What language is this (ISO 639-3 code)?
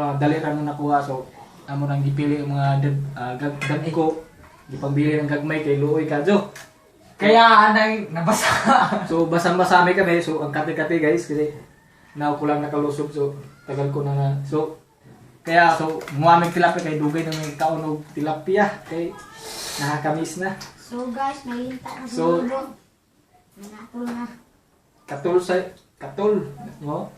ceb